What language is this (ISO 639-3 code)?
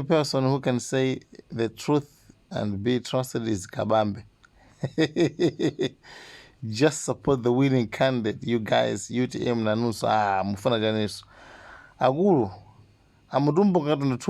nya